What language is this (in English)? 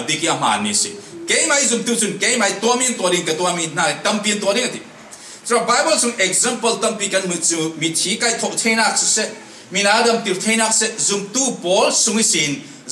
Falam Chin